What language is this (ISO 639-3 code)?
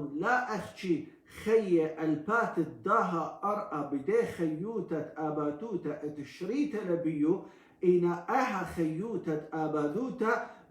aii